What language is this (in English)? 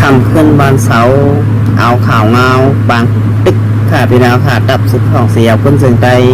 Shan